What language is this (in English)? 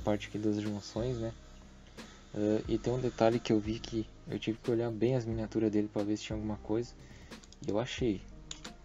Portuguese